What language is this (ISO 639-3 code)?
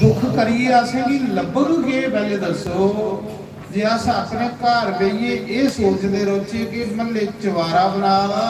doi